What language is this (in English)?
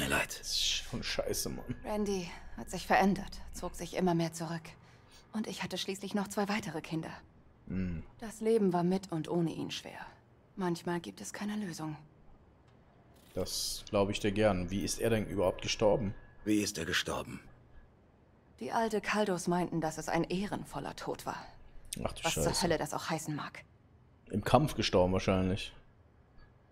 German